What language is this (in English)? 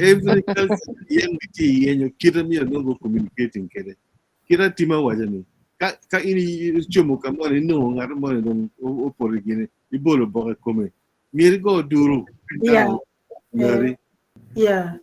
Acoli